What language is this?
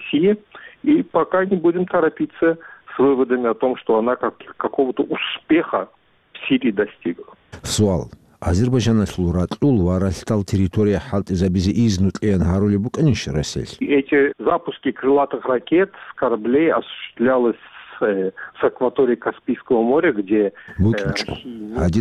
Avaric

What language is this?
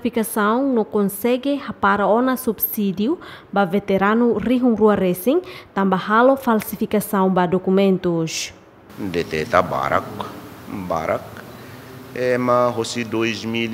Tetum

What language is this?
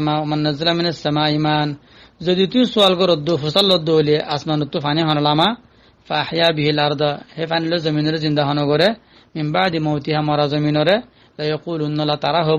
Rohingya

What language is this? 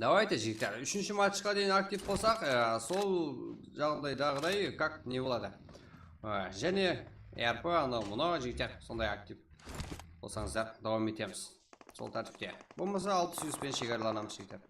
Kara-Kalpak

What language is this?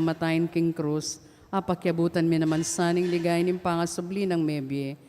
Pampanga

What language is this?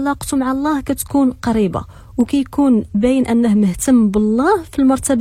Moroccan Arabic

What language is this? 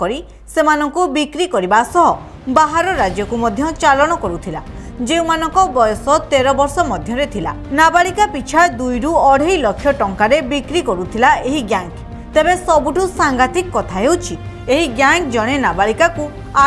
Odia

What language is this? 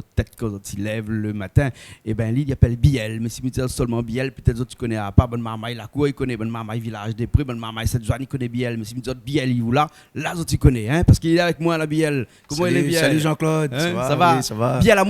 Réunion Creole French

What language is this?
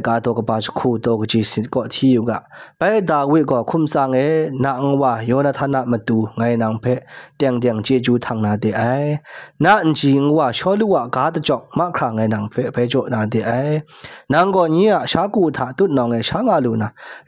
Kachin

